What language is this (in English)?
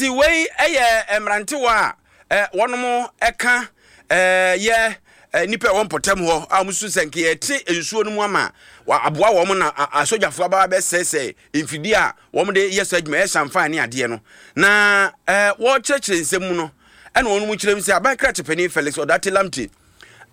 Akan